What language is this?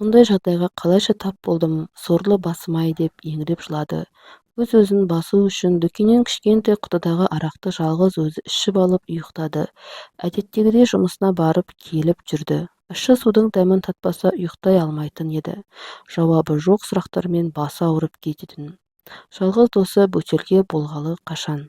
Kazakh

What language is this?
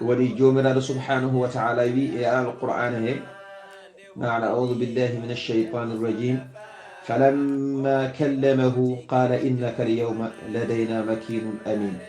Fula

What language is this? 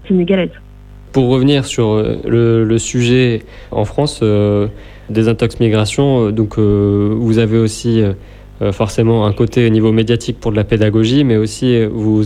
French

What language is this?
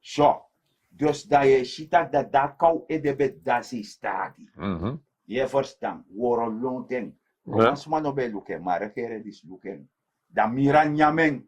Sranan Tongo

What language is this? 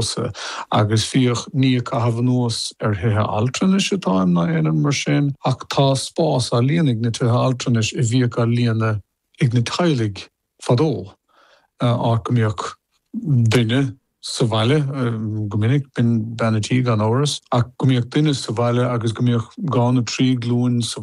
Irish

